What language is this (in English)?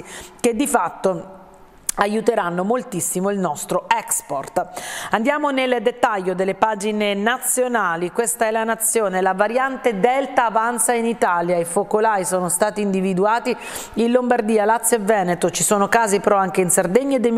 Italian